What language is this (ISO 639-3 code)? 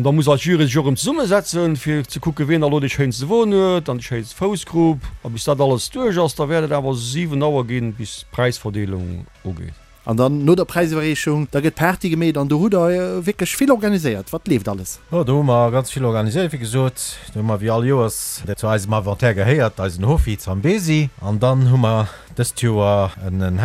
ltz